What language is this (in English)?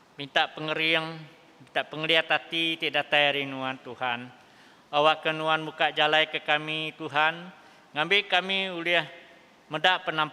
Iban